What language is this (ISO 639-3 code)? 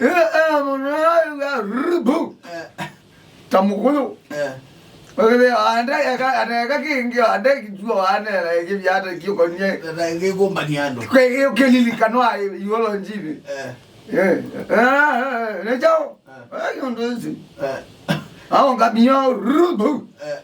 kam